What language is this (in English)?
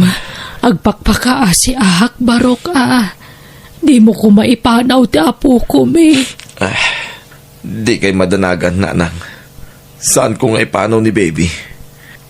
Iloko